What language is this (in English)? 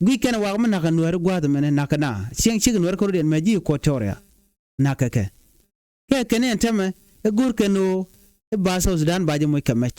Nuer